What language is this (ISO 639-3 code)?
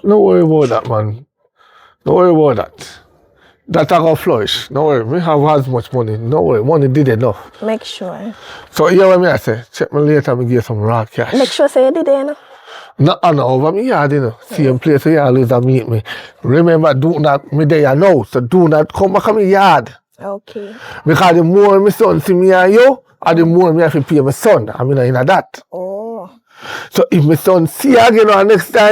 jam